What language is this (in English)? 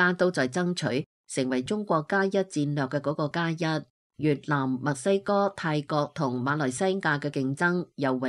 Cantonese